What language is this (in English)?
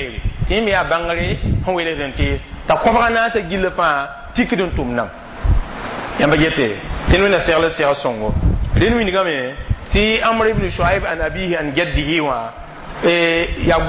Mossi